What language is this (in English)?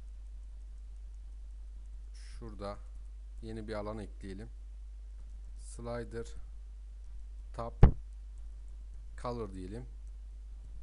Turkish